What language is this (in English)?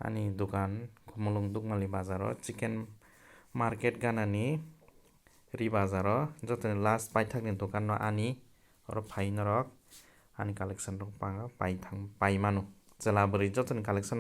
Kok Borok